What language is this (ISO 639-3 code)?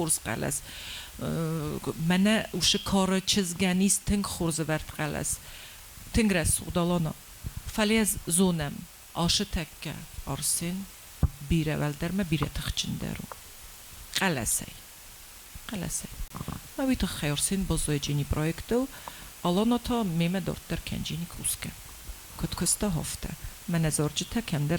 oss